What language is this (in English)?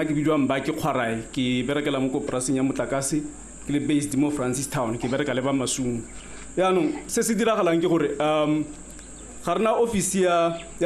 Tswana